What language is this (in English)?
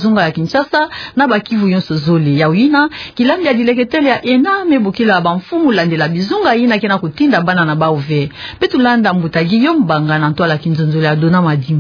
Kituba (Democratic Republic of Congo)